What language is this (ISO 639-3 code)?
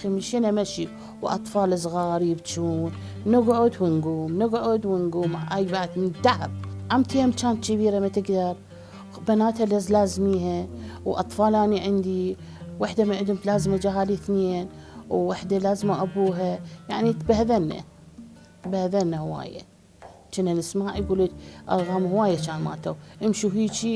acm